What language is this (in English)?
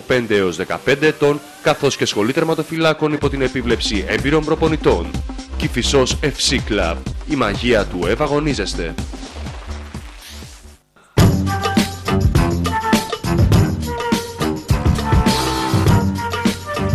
Greek